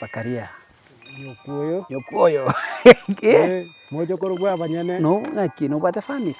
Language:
Gusii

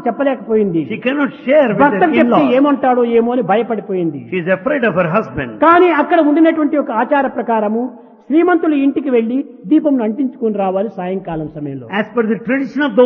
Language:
Telugu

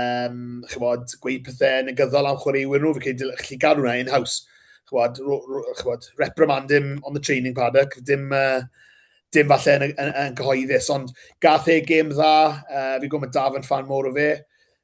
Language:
Welsh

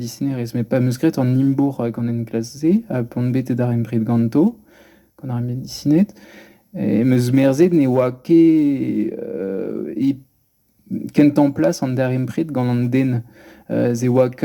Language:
Breton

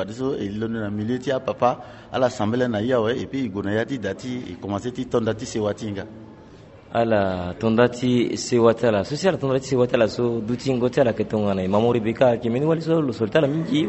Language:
Sango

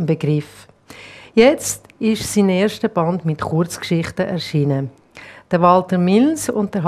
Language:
German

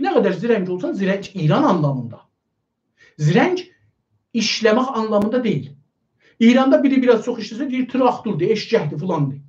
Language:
South Azerbaijani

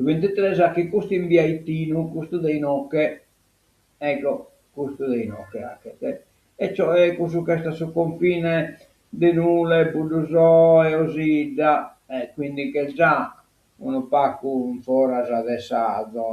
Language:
Sardinian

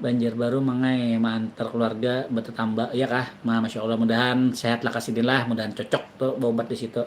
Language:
Banjar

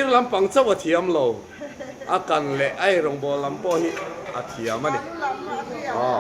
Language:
Mizo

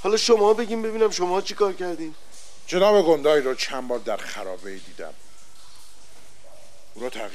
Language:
Persian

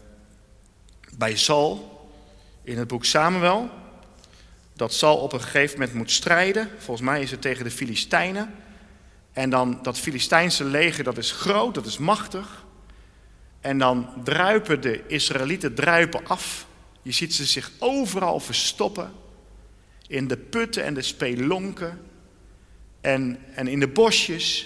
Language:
Dutch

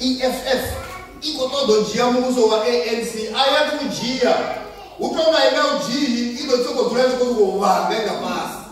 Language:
Venda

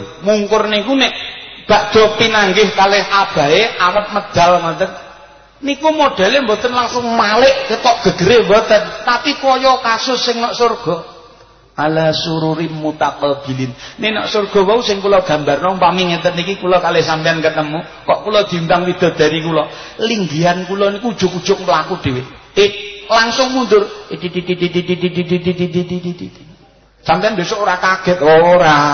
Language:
Javanese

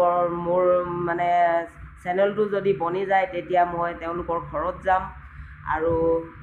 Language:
Assamese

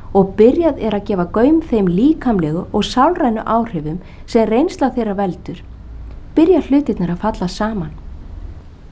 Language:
Icelandic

